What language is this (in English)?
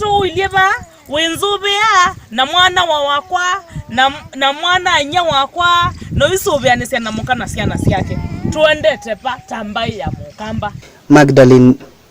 Kamba